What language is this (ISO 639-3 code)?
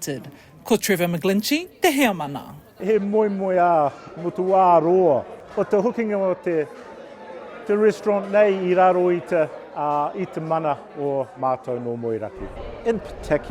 mri